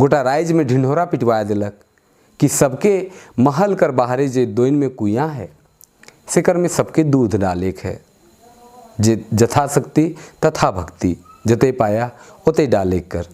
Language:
Sadri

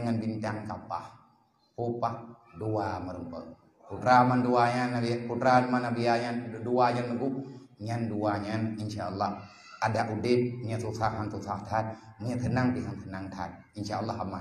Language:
Achinese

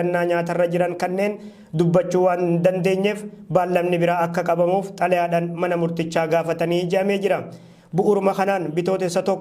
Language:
Oromo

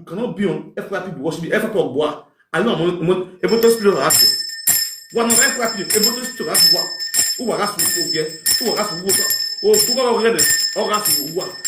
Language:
Nigerian Pidgin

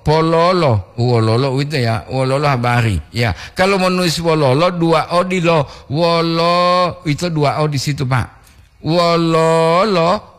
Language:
Gorontalo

